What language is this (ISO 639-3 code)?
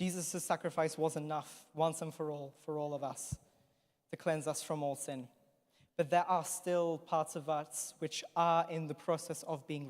eng